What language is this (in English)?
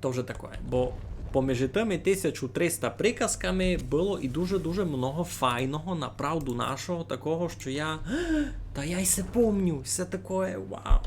Rusyn